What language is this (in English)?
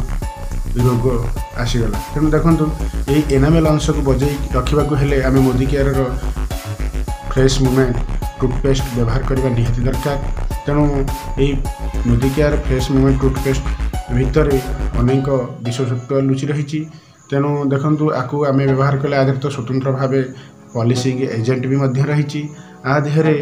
Odia